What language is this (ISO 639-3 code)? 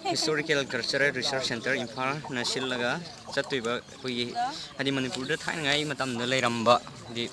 mni